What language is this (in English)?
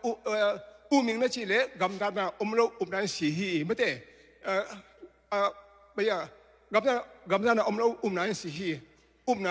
Tedim Chin